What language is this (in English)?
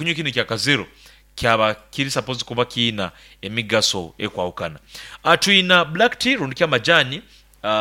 Nyoro